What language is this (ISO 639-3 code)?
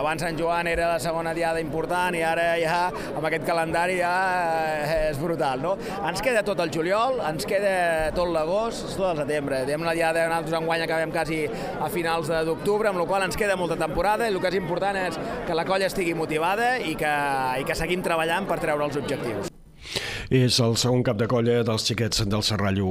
cat